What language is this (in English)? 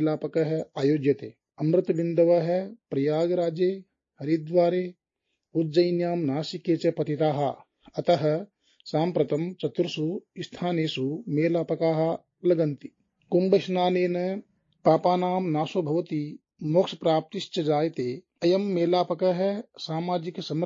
Sanskrit